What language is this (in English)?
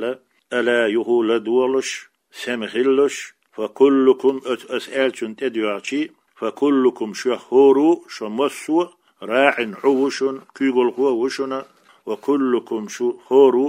Chechen